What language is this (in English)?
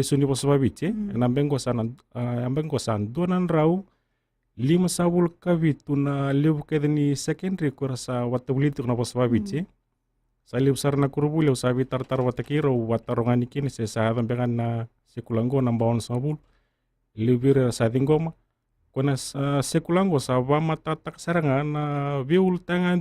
Fijian